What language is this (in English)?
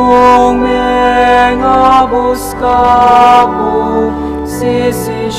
Pampanga